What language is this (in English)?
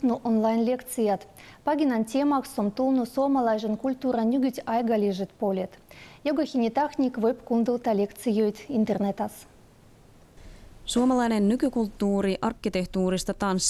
Finnish